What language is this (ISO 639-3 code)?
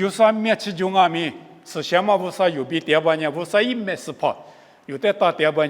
lis